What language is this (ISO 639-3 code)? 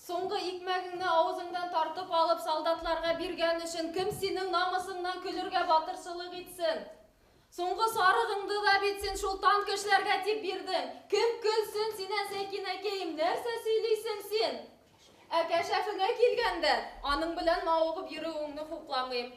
bak